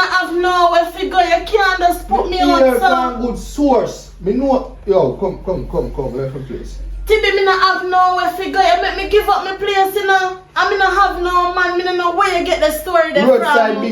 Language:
Jamaican Creole English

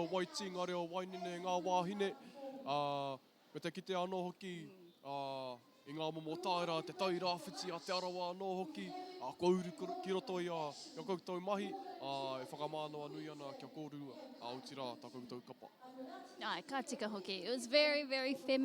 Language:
Māori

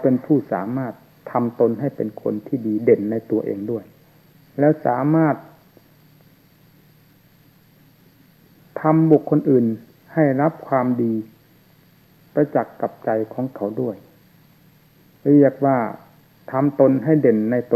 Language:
Thai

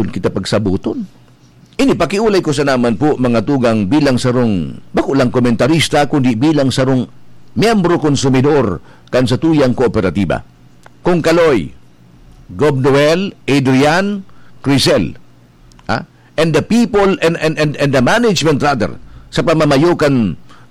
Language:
Bikol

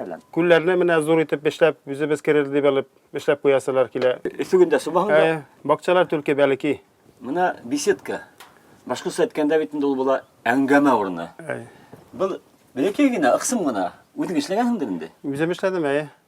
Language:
Bashkir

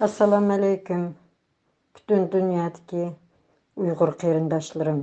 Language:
Uyghur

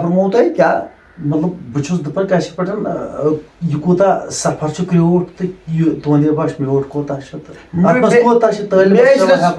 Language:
Kashmiri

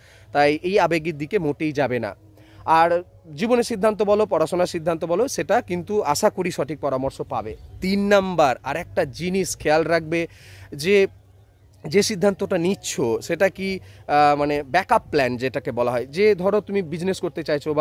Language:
Bangla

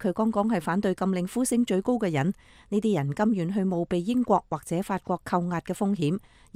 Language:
Cantonese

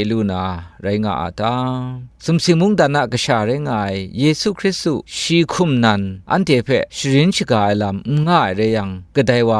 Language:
Kachin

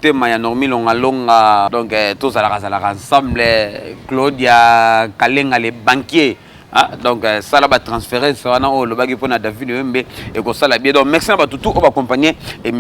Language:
Lingala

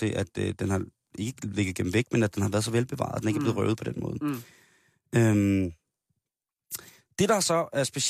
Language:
Danish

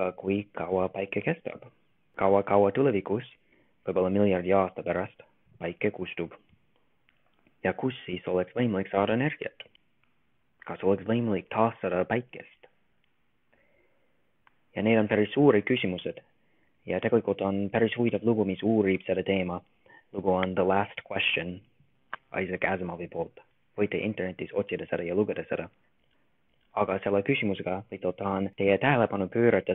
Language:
Estonian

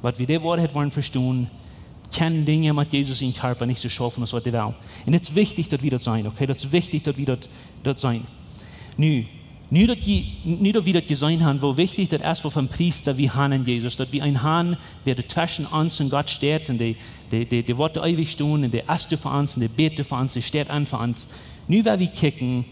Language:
Plautdietsch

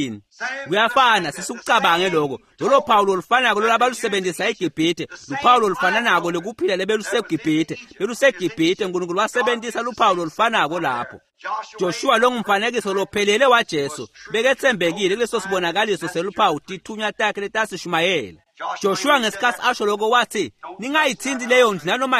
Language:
Swati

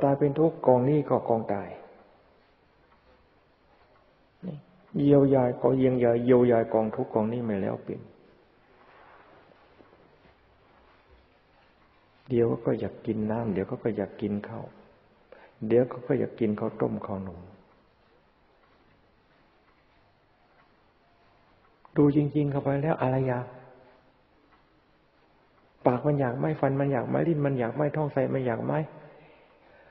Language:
Thai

